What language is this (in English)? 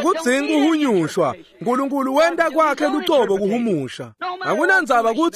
Swati